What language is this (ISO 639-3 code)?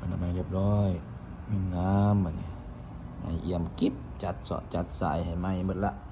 lao